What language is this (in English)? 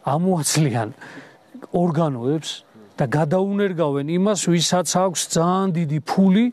Georgian